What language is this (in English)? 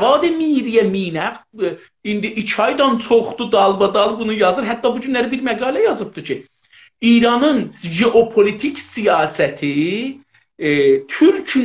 South Azerbaijani